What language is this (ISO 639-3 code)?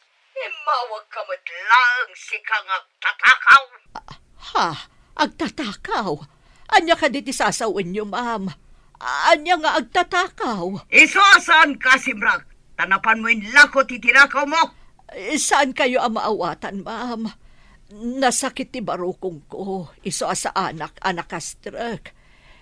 ilo